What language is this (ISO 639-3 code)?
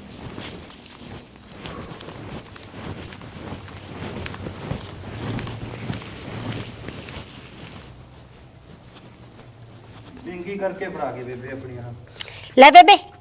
pan